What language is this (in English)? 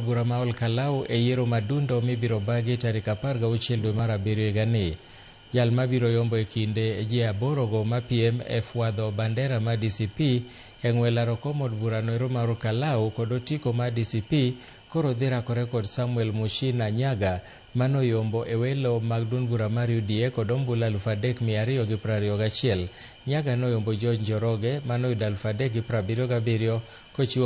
Luo (Kenya and Tanzania)